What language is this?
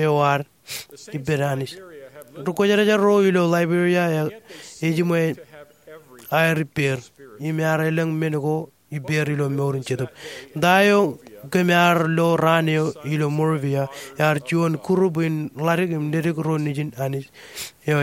Marshallese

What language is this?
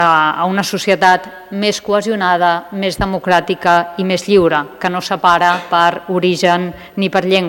Catalan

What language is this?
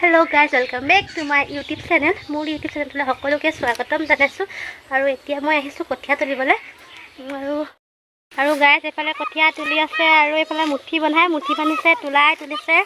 Assamese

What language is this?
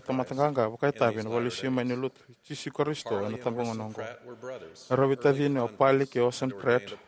Fijian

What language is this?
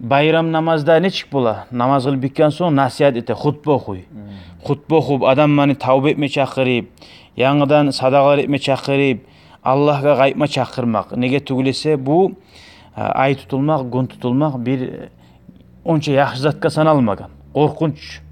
Kumyk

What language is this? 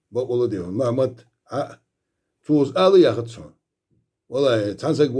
Ingush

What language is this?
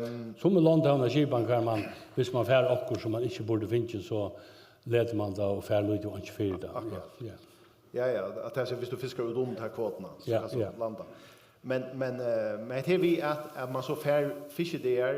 Faroese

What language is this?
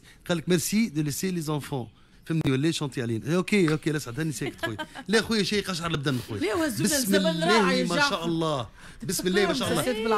Tunisian Arabic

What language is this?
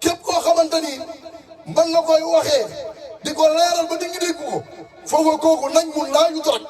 Wolof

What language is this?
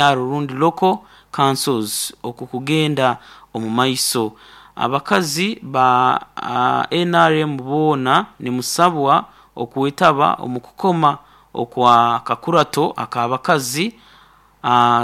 Nyoro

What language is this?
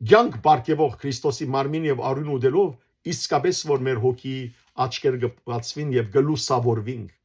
Western Armenian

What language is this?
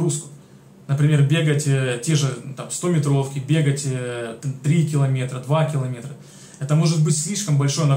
Russian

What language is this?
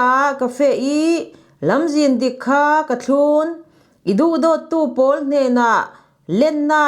Falam Chin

